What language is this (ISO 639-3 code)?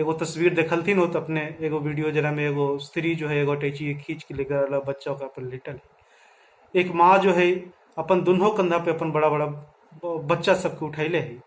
mag